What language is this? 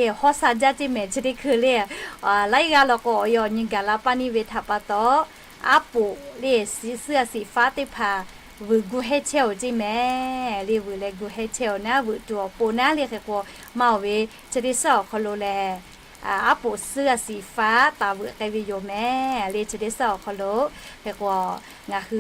Lahu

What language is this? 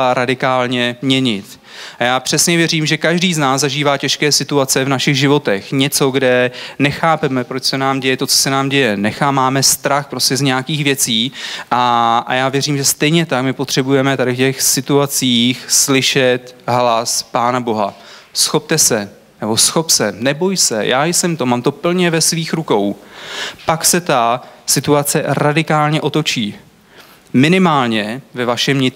Czech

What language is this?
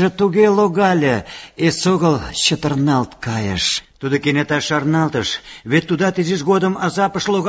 Mari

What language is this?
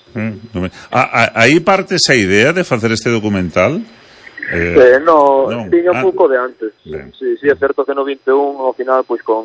Galician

